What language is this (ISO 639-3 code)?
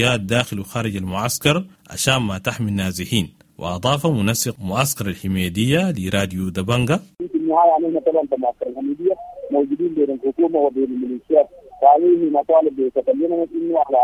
apd